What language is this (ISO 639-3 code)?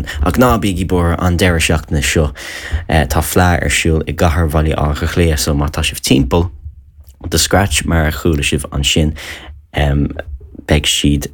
gle